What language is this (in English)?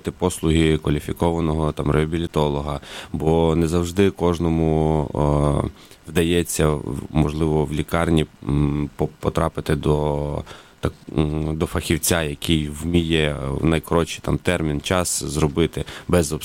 Ukrainian